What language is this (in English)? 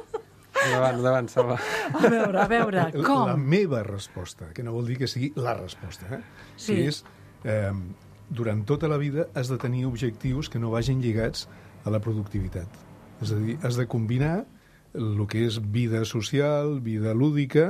Catalan